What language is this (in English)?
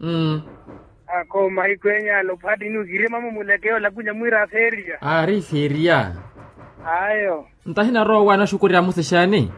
Makhuwa